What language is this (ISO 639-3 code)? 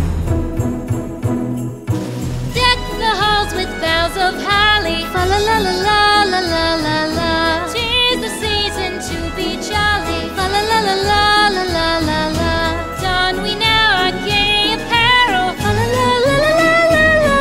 eng